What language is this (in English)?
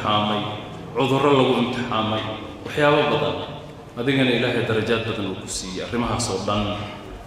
Somali